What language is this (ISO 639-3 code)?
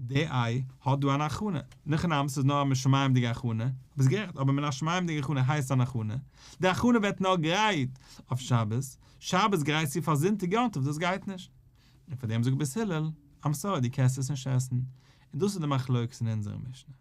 yid